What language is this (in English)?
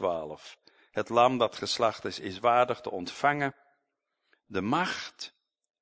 Dutch